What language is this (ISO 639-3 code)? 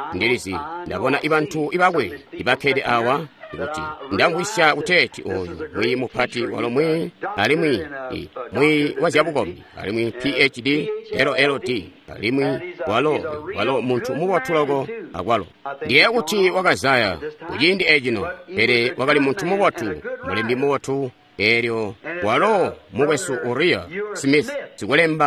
toi